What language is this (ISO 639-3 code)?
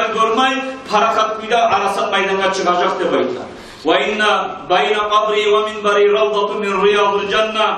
kum